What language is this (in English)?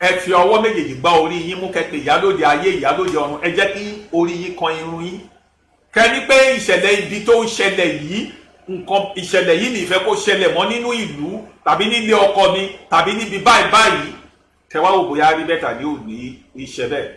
Yoruba